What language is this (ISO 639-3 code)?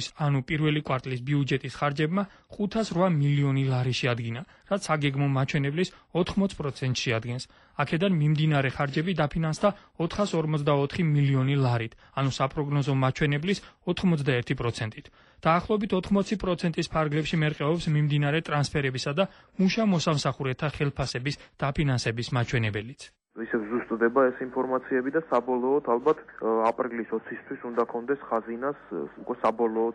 kat